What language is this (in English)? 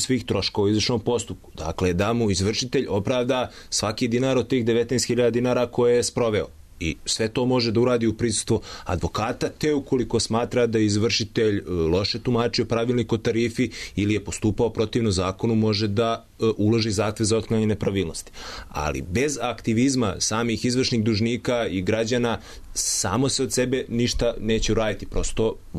Serbian